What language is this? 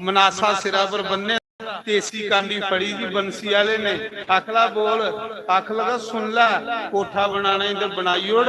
Dogri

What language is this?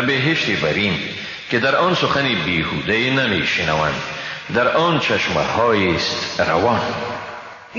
Persian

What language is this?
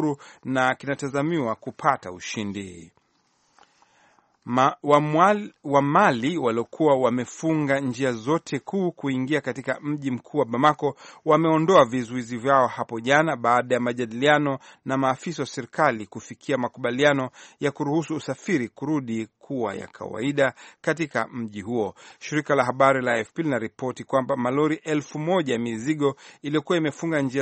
Swahili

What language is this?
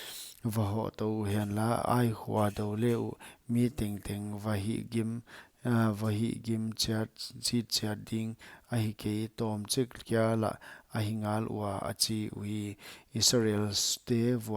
Paite Chin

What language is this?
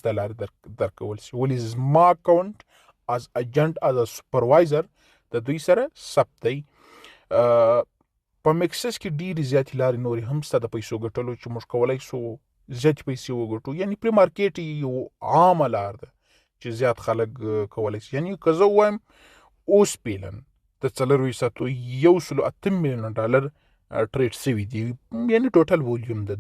Pashto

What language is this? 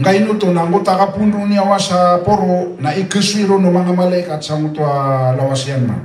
Maranao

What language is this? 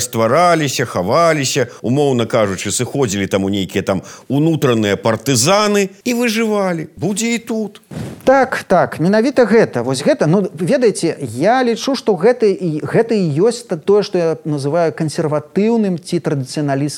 Belarusian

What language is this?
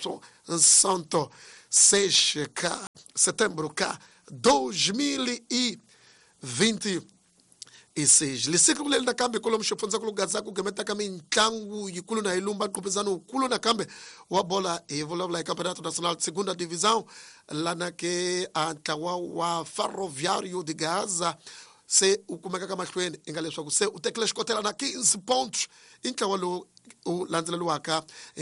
Tsonga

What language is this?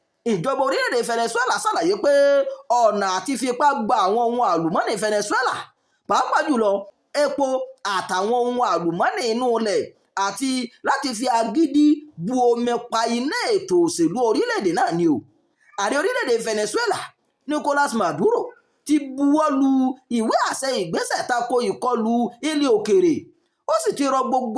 Yoruba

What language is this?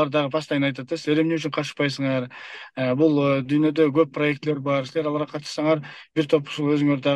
Kyrgyz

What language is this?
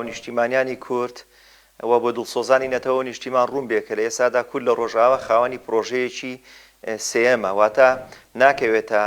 Central Kurdish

